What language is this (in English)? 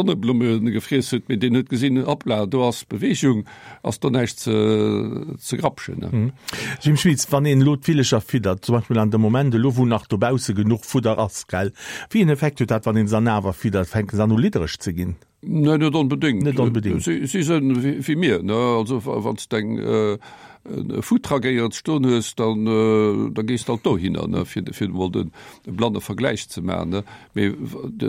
Luxembourgish